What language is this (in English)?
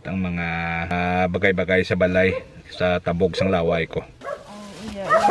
Hiligaynon